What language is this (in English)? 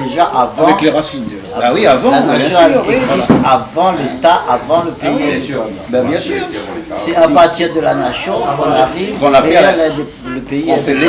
Réunion Creole French